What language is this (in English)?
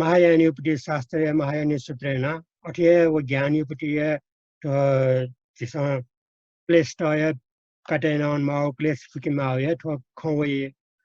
Newari